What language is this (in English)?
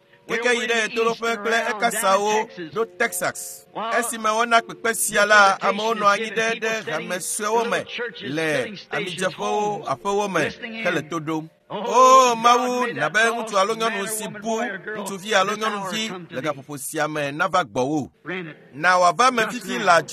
Ewe